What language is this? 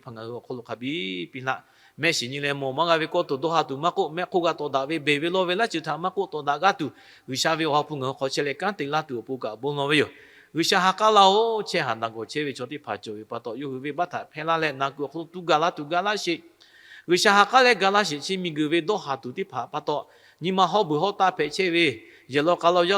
Lahu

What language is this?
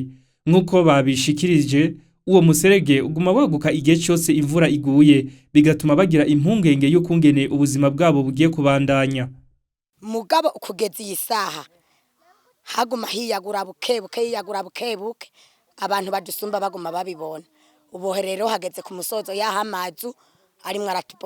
Rundi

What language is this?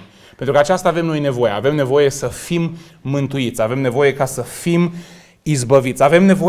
Romanian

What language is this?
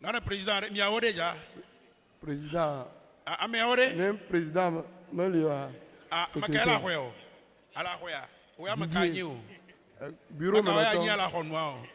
Ewe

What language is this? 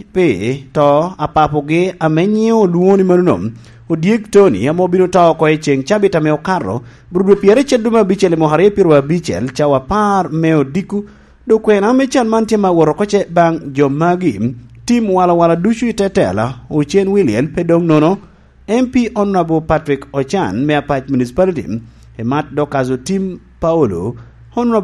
Lango (Uganda)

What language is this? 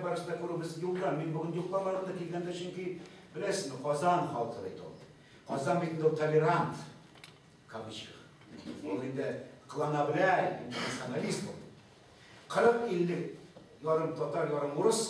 Tatar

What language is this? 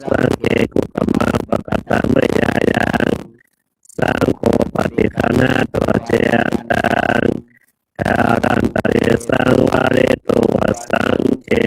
Pali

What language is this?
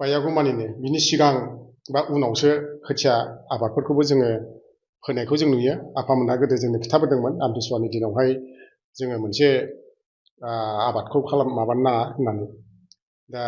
Bodo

